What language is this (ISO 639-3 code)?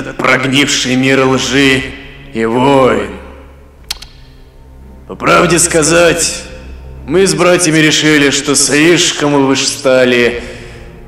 rus